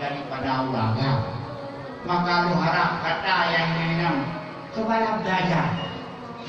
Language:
Achinese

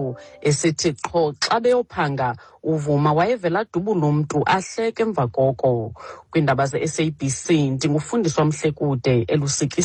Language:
Xhosa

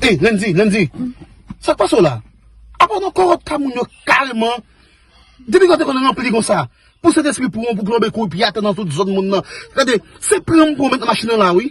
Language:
Haitian Creole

